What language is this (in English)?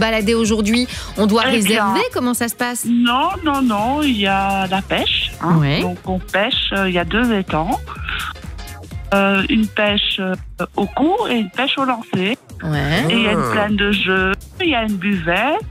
French